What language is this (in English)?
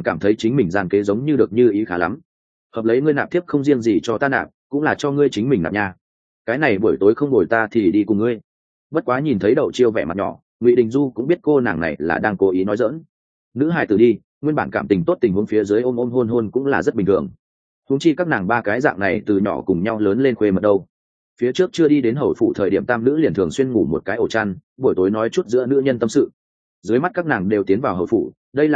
Vietnamese